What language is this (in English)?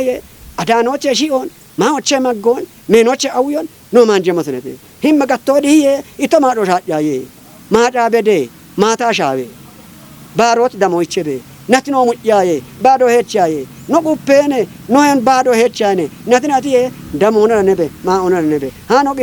Kafa